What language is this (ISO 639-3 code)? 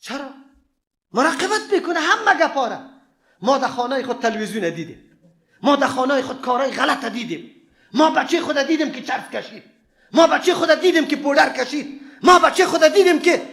fas